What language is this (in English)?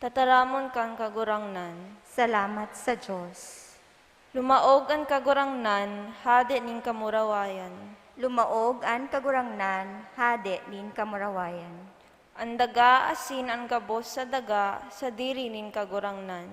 Bikol